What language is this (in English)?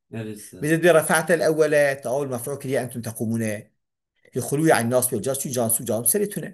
Kurdish